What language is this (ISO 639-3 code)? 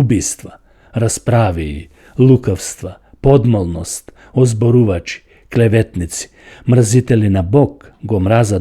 mkd